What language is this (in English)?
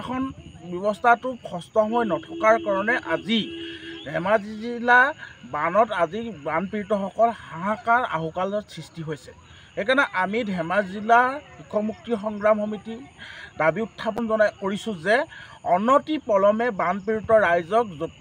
Assamese